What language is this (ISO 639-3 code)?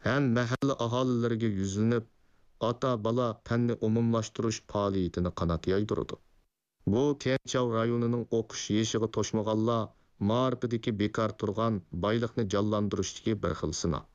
uig